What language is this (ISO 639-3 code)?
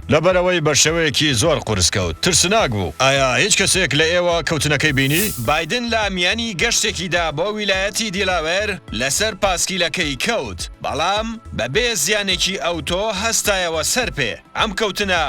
ckb